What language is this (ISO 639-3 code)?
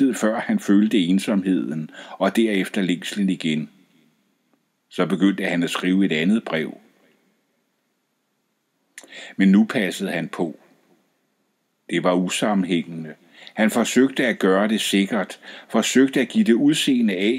dan